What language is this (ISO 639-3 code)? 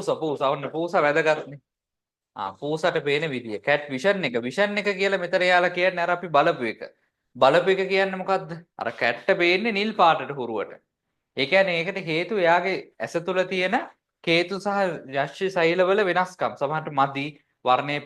sin